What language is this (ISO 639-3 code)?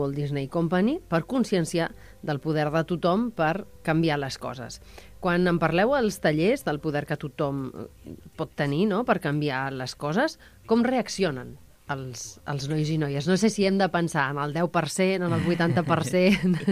cat